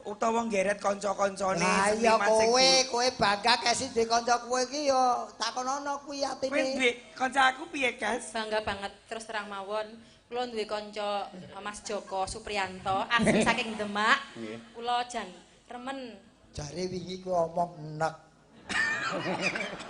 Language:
Javanese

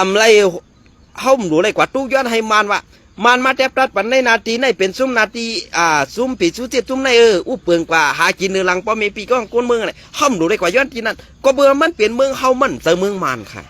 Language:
Shan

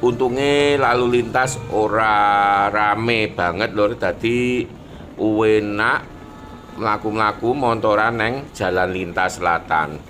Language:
Javanese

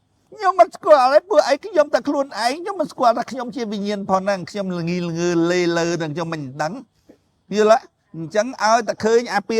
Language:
Khmer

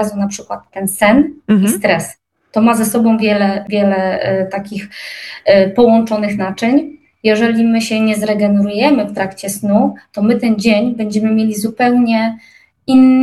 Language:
Polish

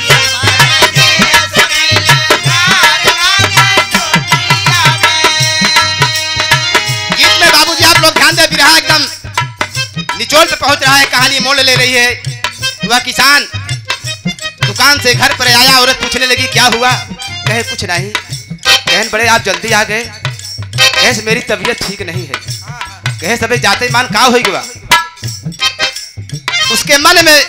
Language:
Bhojpuri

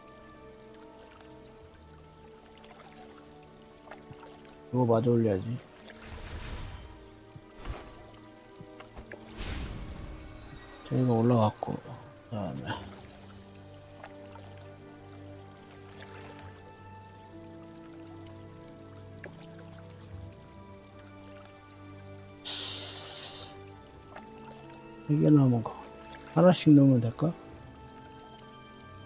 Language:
Korean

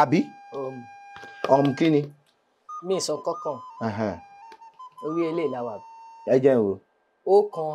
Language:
Yoruba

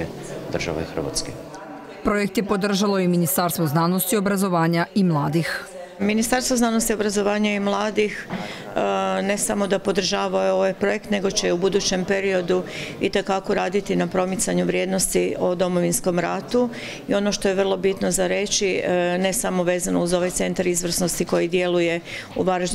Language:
Croatian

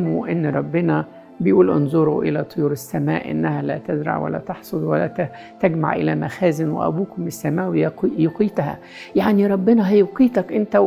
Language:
Egyptian Arabic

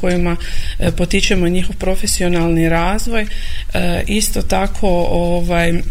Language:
Croatian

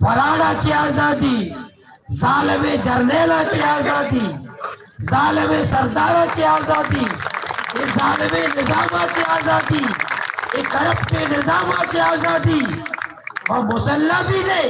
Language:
Baluchi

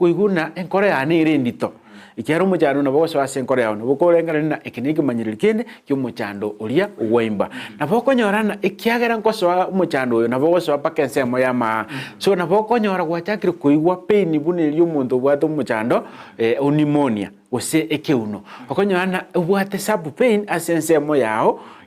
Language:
Gusii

